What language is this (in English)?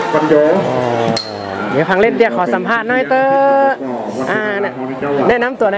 Thai